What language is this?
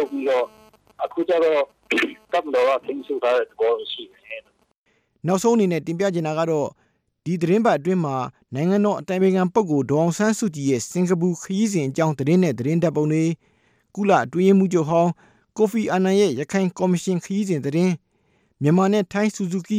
Burmese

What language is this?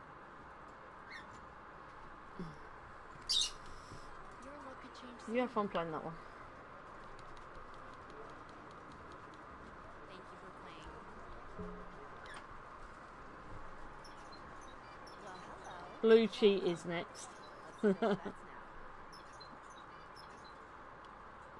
English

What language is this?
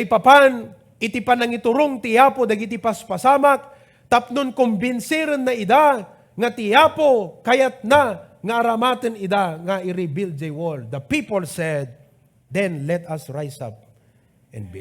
Iloko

